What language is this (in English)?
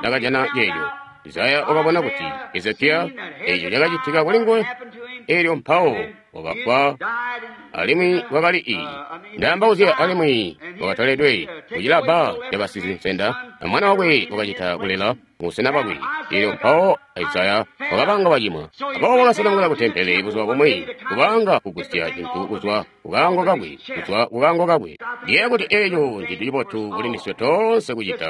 Tonga (Zambia)